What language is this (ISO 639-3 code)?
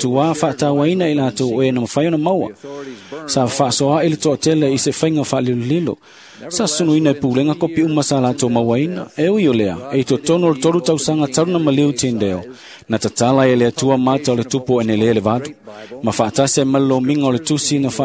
smo